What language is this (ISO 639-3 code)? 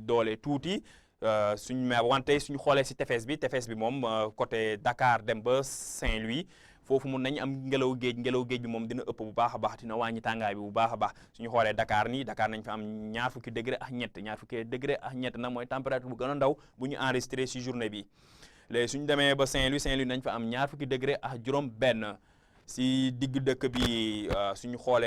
wol